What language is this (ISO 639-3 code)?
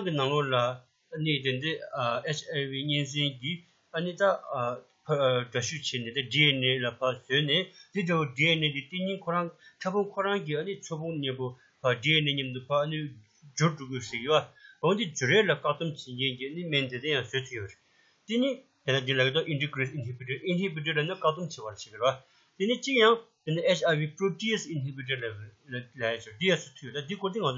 bod